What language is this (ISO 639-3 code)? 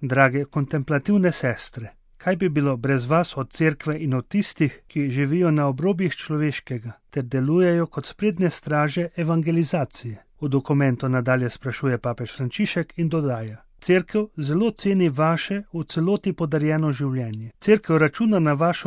slv